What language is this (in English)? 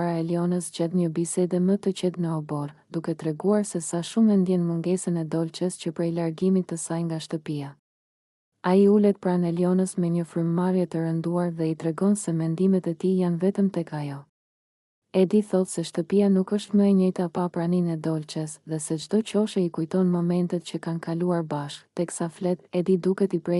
Albanian